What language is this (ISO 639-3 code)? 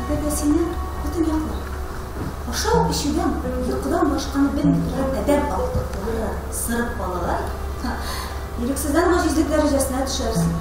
tat